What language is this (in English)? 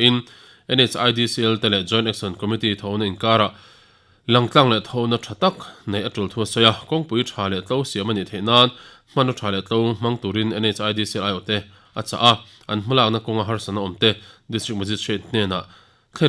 Mizo